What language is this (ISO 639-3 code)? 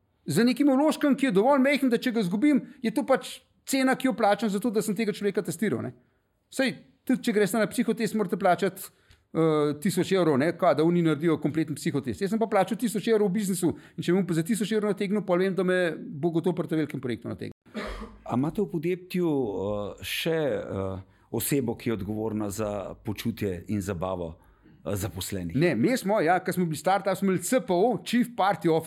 slv